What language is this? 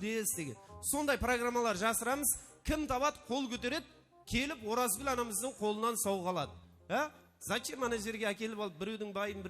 Kara-Kalpak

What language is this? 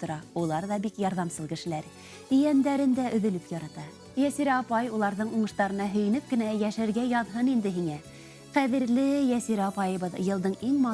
Bashkir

